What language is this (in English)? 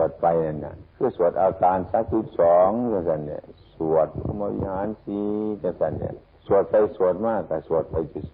Northeastern Thai